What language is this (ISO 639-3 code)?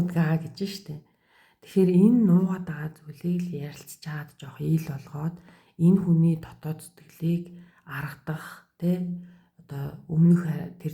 mon